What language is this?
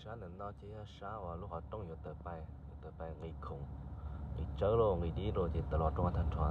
Hmong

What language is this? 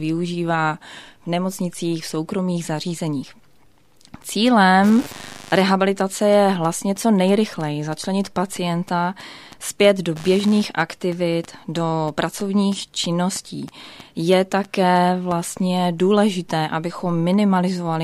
Czech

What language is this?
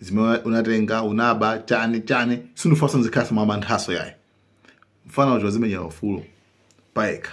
Nyanja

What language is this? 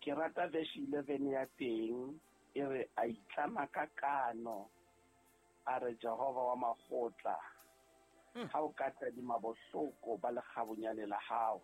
Southern Sotho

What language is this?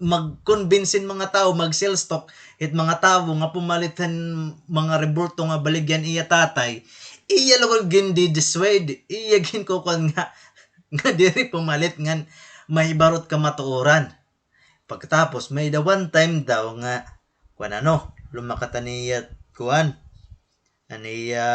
Waray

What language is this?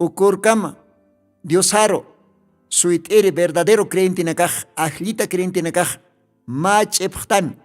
Aymara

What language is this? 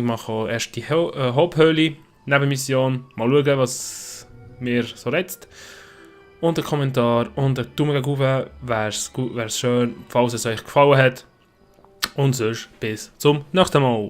Swiss German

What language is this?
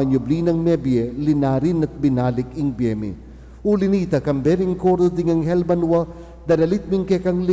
Pampanga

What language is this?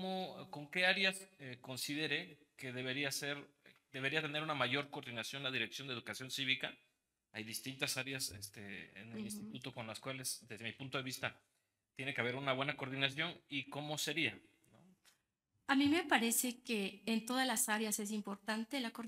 Spanish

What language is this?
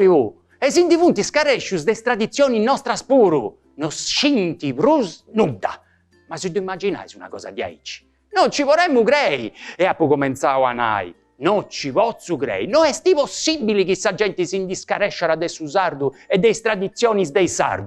Sardinian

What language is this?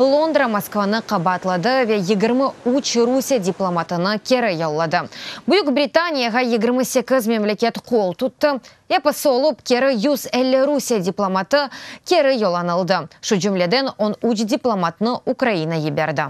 Crimean Tatar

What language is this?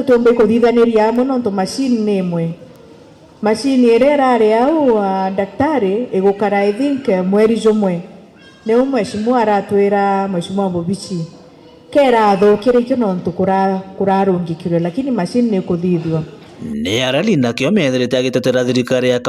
Meru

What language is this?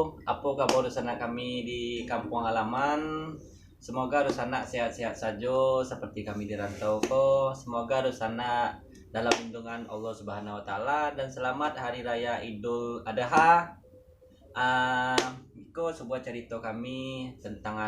Minangkabau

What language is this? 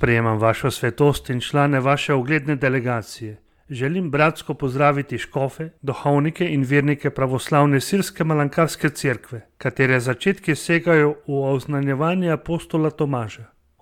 Slovenian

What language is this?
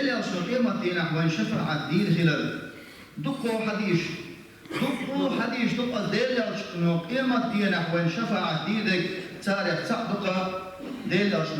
Chechen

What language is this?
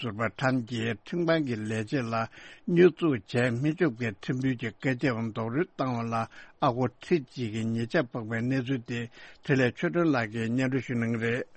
Tibetan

